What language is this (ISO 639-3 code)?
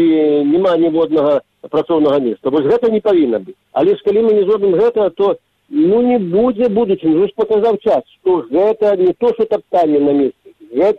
bel